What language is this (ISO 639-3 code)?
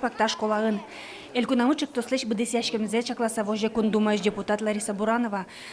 udm